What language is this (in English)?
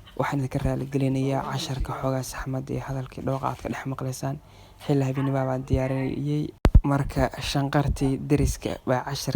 Somali